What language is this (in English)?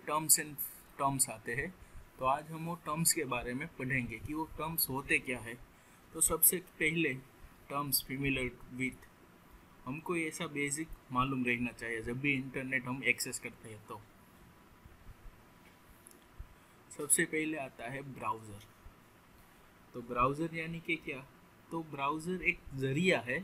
Hindi